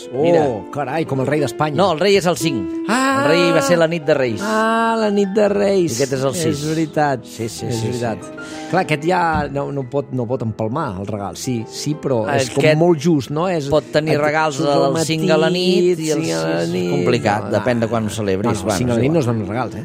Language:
Catalan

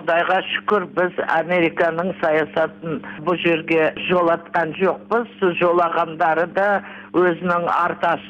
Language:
Kazakh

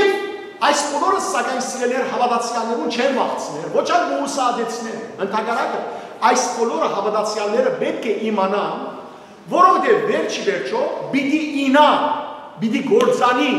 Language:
Western Armenian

